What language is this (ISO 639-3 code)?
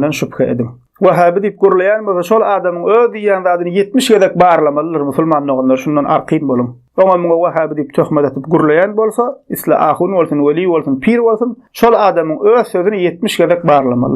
tuk